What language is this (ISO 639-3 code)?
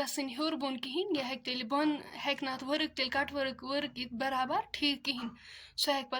kas